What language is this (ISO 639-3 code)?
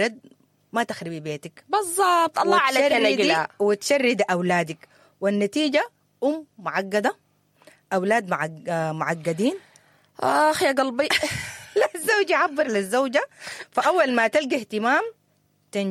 apd